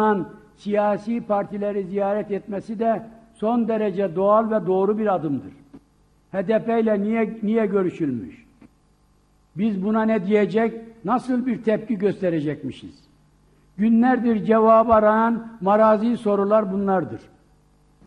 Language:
Turkish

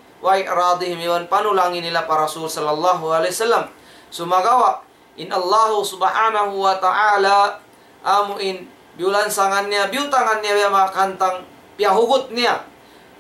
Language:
Tausug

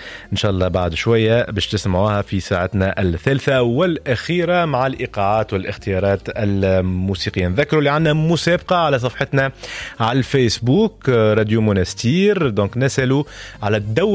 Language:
Tunisian Arabic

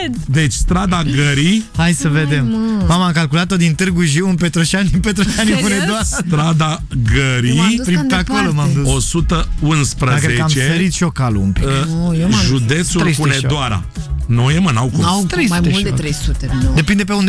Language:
Romanian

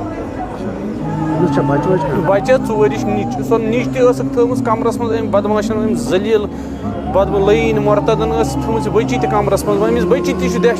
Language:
Kashmiri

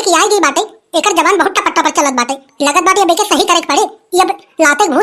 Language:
Awadhi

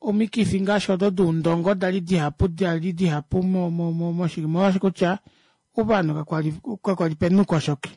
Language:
Kuanyama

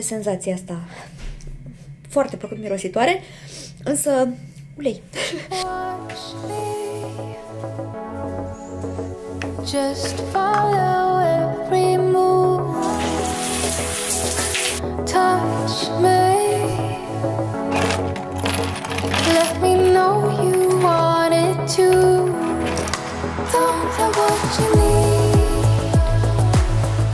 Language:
Romanian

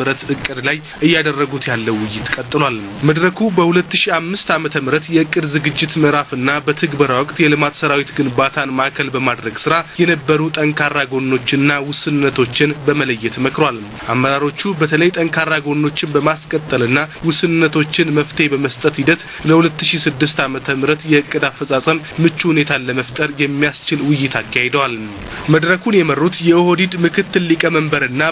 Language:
Amharic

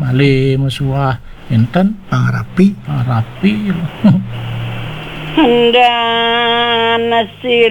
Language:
Balinese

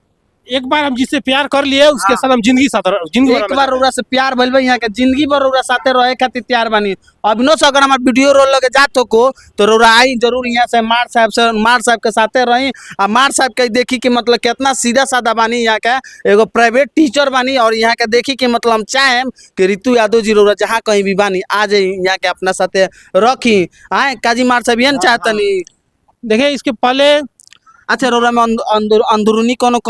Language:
Bhojpuri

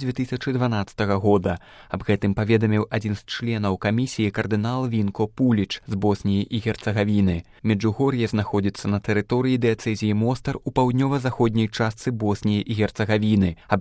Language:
Belarusian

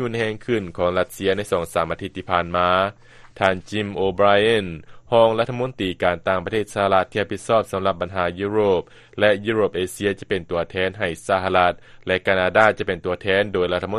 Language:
Lao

